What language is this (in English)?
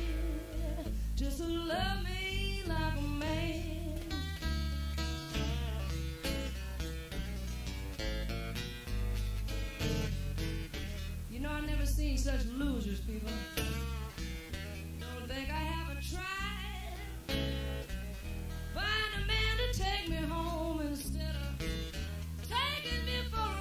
English